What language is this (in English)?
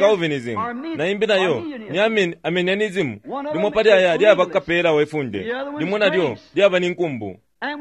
Bemba